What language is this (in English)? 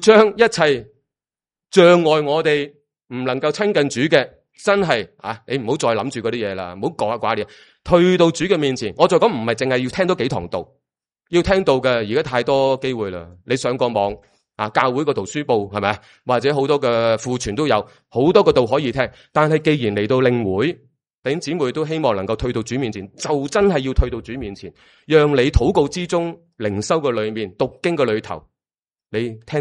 Cantonese